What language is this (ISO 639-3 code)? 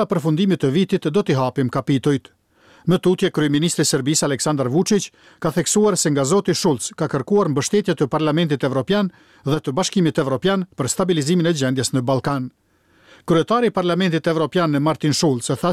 sqi